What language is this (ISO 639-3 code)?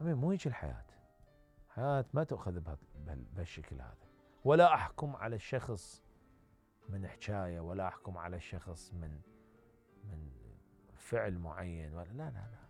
acm